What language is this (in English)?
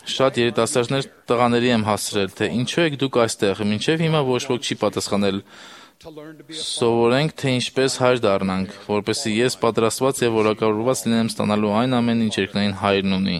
Armenian